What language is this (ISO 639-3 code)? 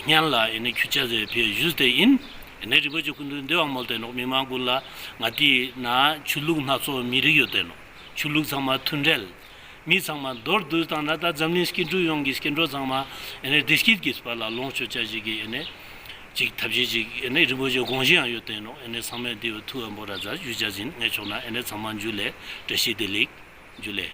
bod